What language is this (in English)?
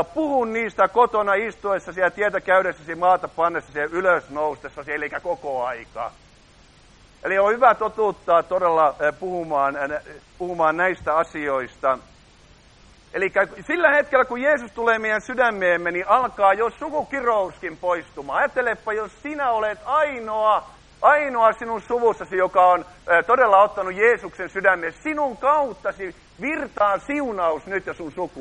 Finnish